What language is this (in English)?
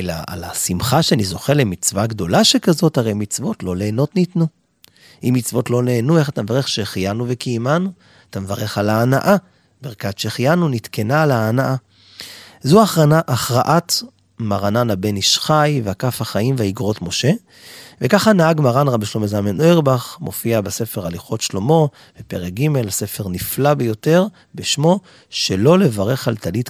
Hebrew